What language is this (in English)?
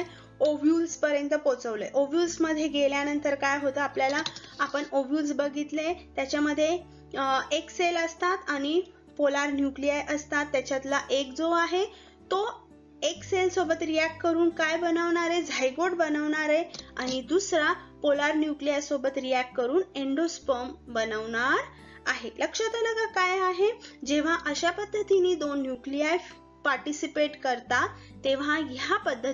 Marathi